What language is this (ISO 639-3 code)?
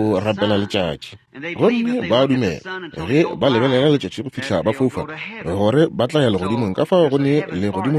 nso